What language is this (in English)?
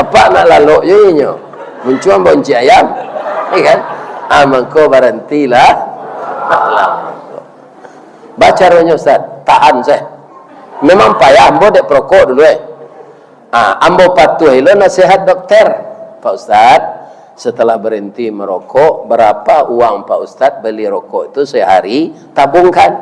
Minangkabau